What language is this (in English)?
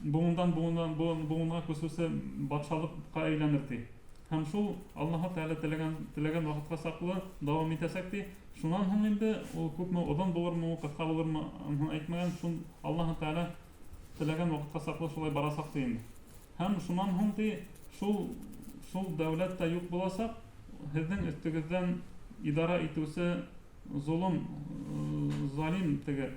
Bashkir